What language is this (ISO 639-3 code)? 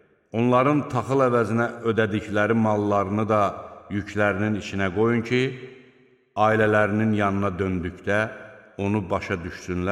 aze